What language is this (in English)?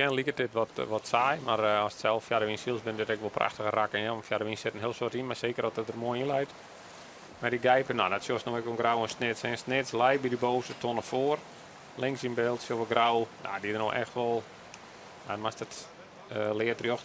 Western Frisian